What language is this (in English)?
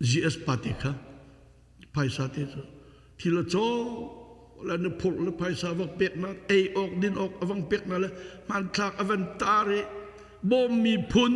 Hakha Chin